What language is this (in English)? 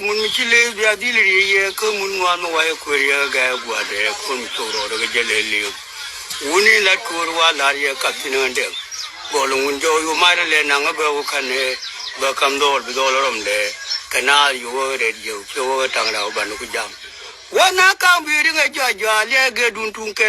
Nuer